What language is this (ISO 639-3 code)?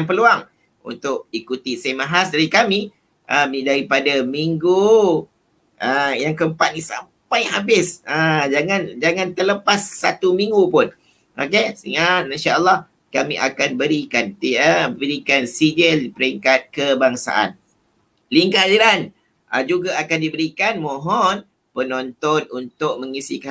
msa